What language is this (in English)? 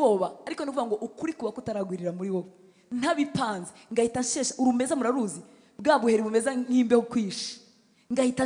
Kinyarwanda